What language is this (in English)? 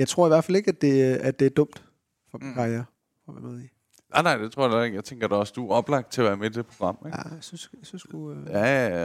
Danish